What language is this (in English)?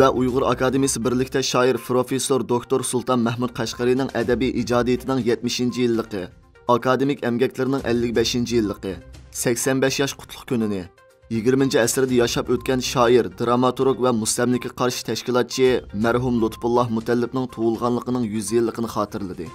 Uyghur